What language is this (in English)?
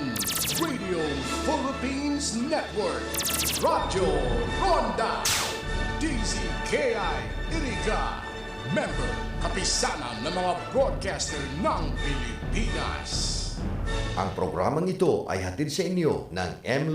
Bikol